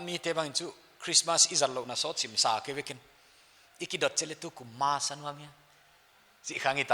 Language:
Paite Chin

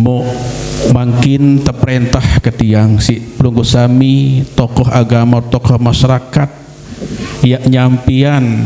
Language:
Sasak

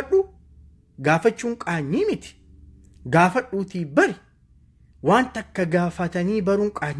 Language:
Oromo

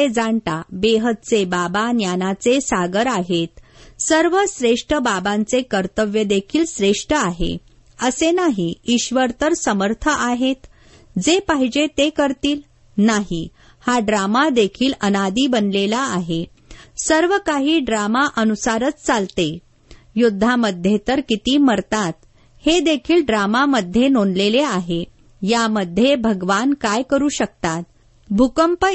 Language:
Marathi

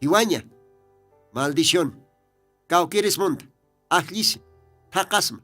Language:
Aymara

